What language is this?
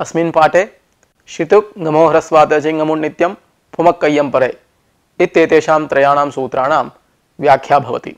Sanskrit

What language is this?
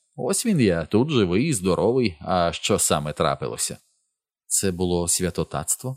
Ukrainian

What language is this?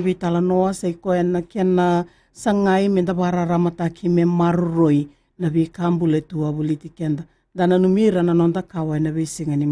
Fijian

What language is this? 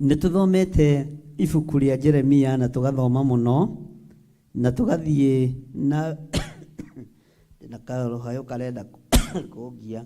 Kikuyu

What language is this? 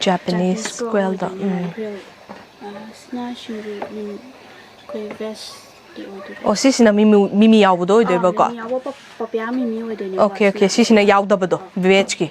Manipuri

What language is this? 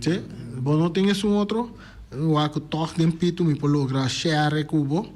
Papiamento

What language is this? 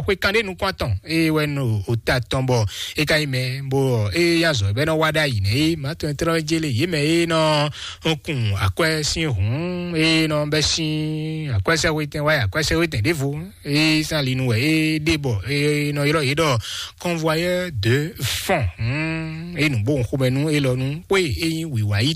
Fon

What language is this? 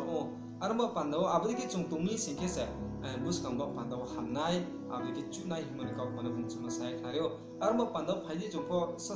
Riang (India)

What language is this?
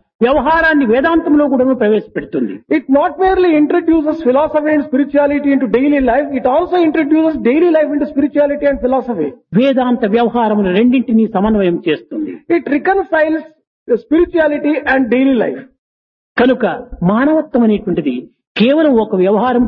Telugu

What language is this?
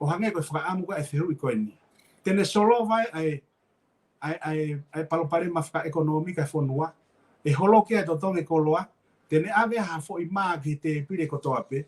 Tongan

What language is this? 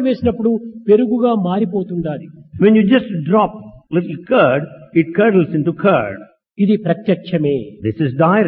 Telugu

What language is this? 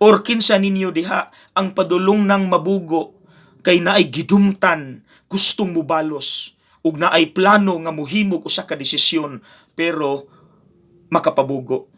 Cebuano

